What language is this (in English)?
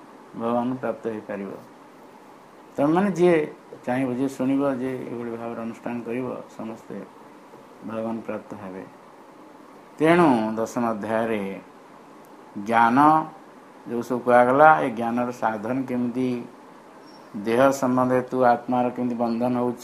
Odia